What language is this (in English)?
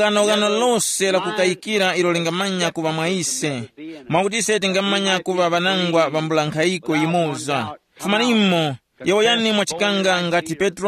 Tumbuka